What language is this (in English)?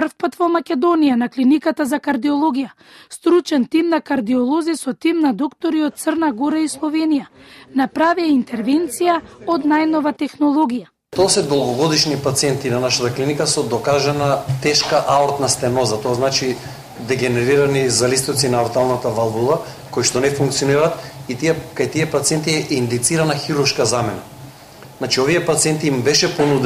Macedonian